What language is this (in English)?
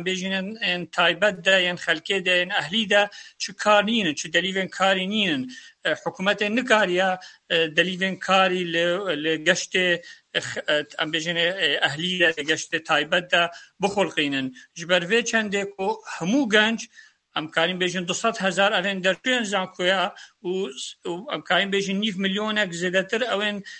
Kurdish